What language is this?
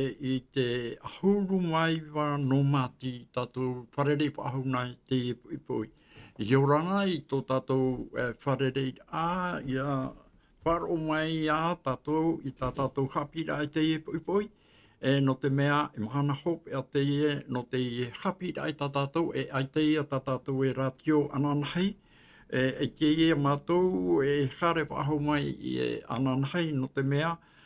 Tahitian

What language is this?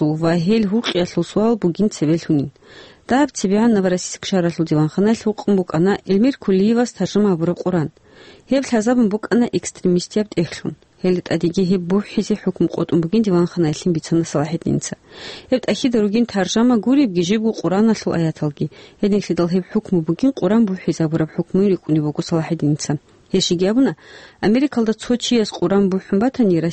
Avaric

